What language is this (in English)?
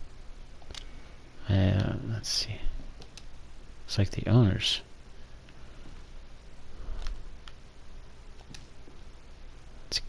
English